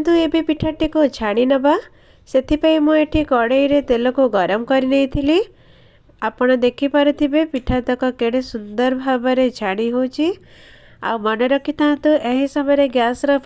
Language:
Odia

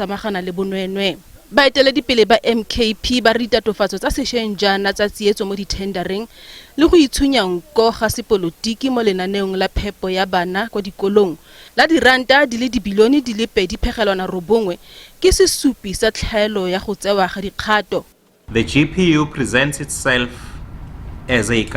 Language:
Tswana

